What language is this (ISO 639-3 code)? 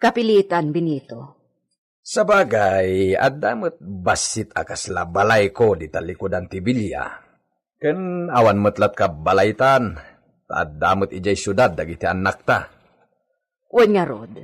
ilo